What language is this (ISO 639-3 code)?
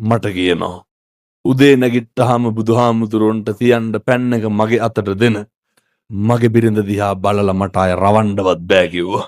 sin